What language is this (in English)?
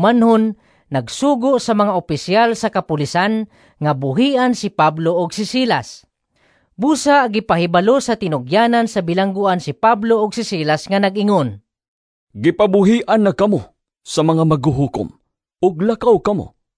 Cebuano